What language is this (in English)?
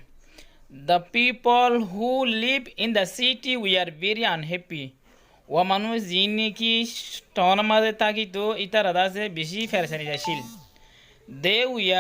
Rohingya